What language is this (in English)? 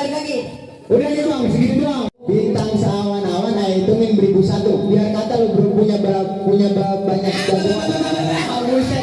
Betawi